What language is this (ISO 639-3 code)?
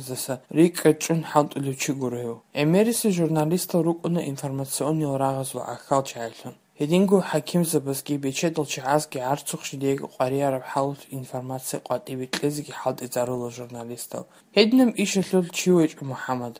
ava